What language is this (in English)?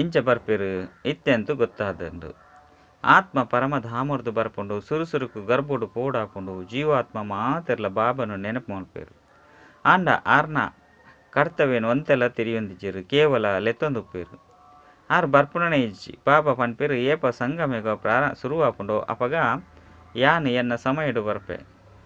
Tulu